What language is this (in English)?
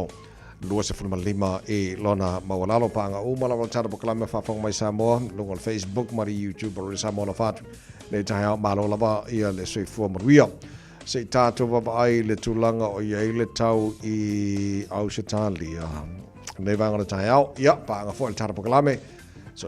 Samoan